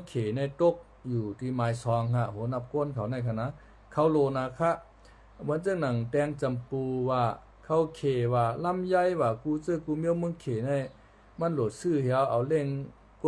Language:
Shan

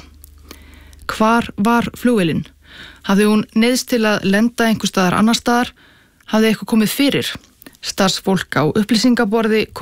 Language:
Icelandic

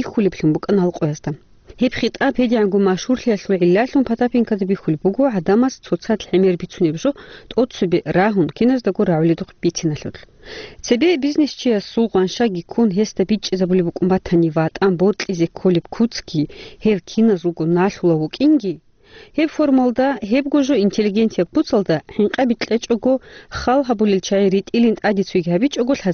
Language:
Avaric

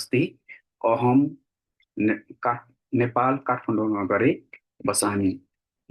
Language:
Nepali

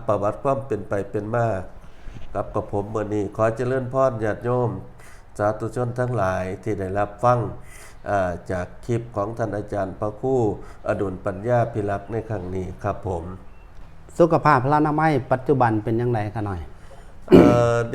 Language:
Northeastern Thai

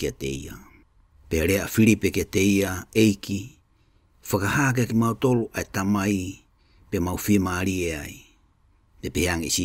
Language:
Tongan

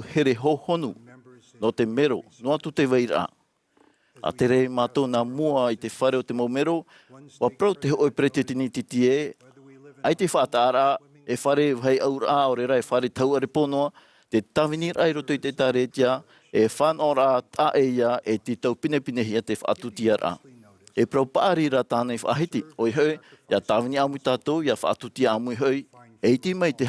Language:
Tahitian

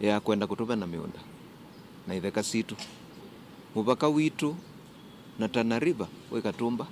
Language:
Kamba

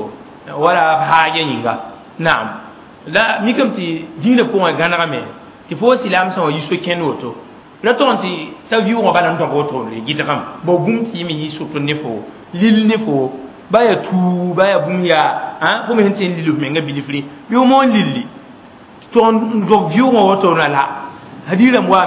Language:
Mossi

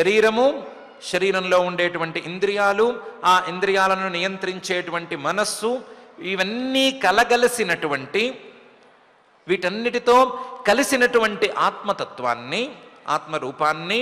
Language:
Telugu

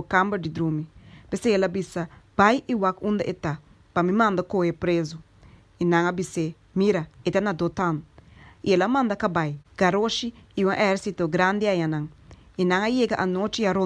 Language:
Papiamento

